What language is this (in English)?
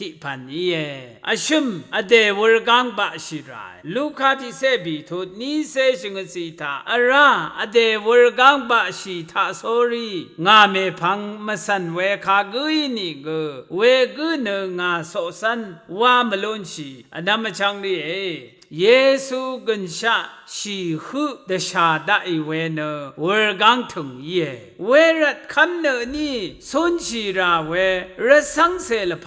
Rawang